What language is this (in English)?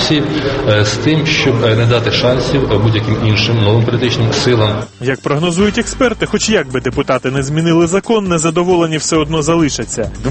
Ukrainian